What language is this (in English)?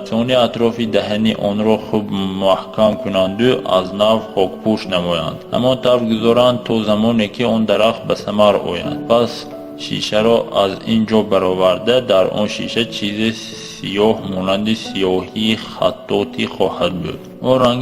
Tajik